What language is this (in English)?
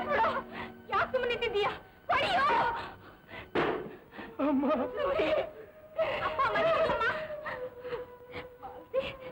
Kannada